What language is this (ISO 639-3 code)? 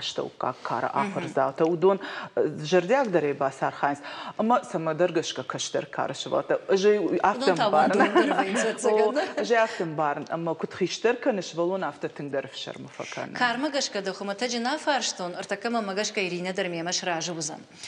oss